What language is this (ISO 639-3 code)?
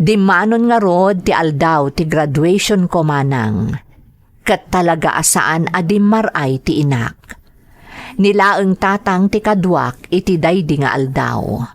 ilo